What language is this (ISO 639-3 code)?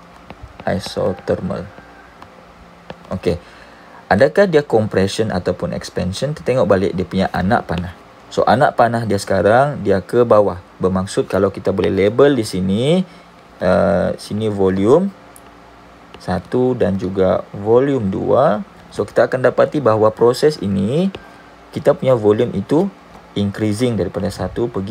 msa